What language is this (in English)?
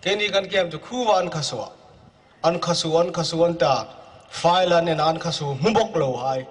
Hmar